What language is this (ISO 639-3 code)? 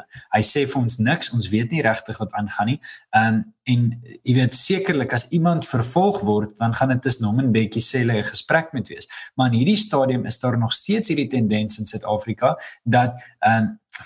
afr